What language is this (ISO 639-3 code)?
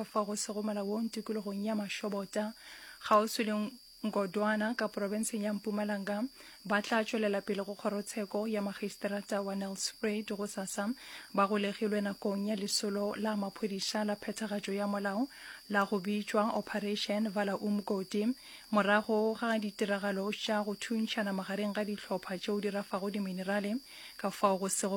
nso